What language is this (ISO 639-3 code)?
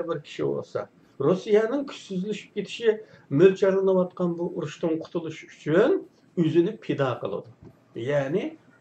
uig